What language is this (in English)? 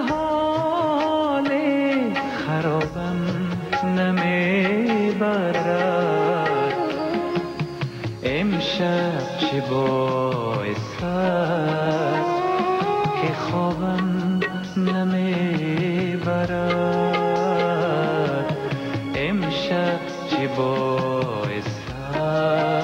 Persian